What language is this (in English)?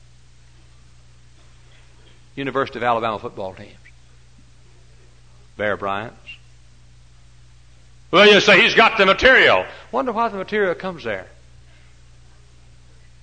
English